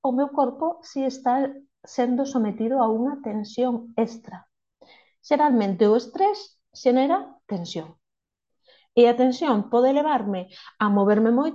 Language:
Galician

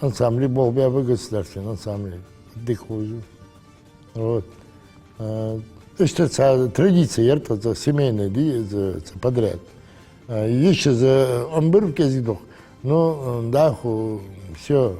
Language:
Ingush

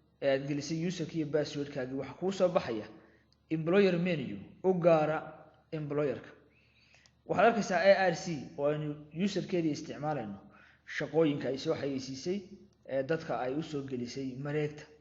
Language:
Somali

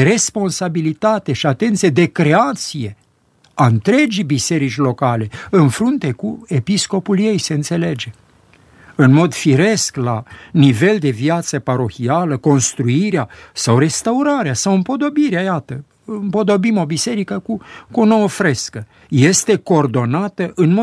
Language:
Romanian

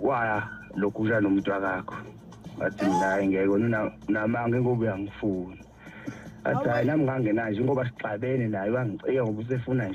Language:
Zulu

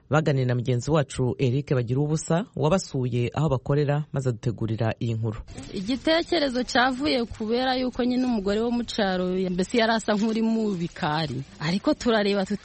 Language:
Kinyarwanda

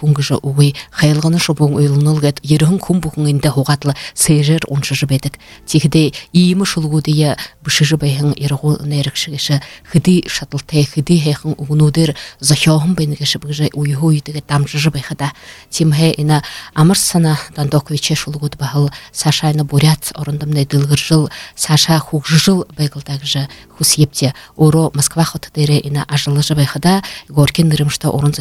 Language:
Buriat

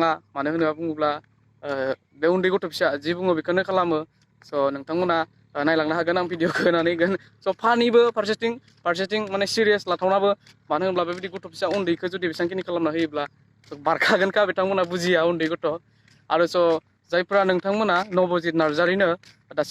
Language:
Bodo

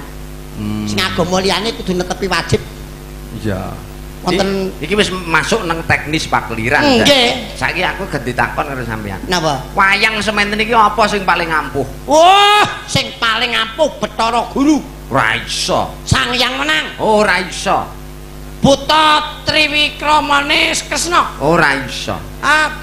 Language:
Javanese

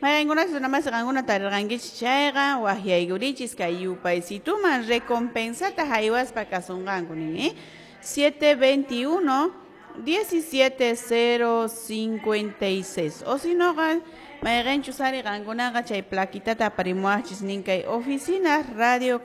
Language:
Quechua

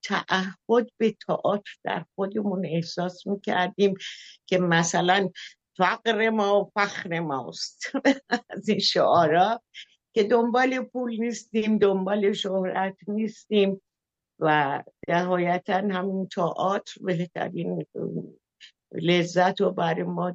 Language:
Persian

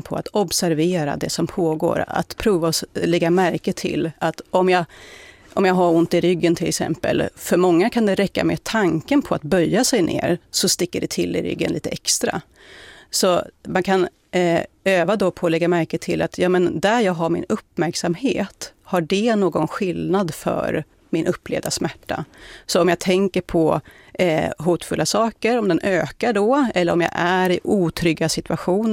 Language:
Swedish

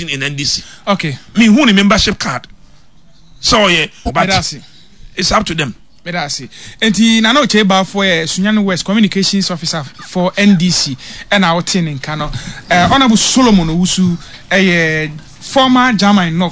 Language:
Akan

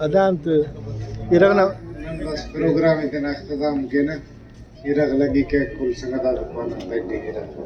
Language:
Brahui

